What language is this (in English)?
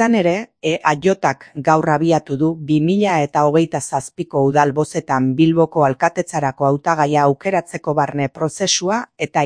Basque